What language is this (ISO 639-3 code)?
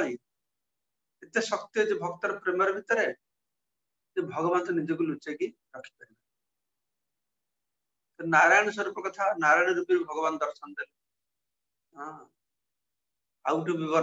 ori